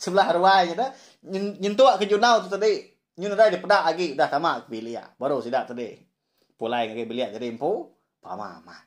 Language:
Iban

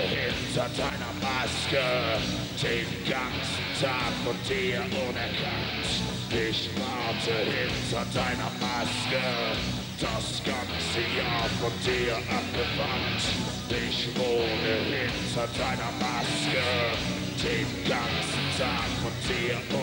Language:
German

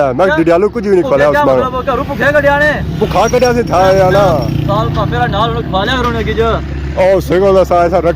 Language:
Pahari-Potwari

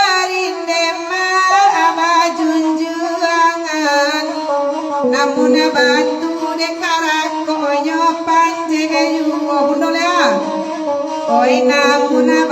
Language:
Minangkabau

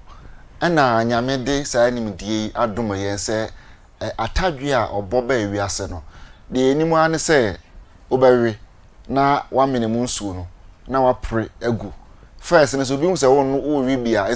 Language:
Akan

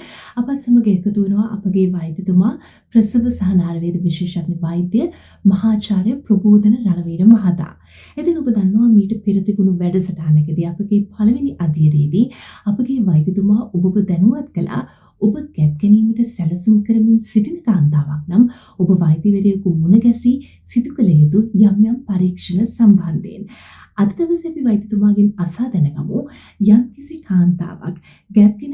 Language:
Sinhala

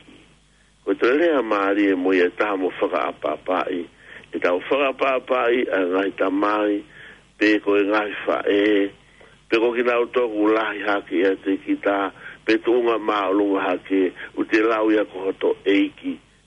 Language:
Tongan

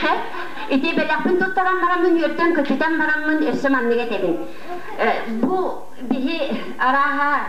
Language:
Yakut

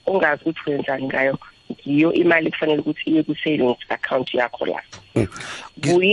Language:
South Ndebele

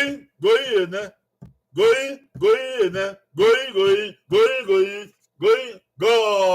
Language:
Bini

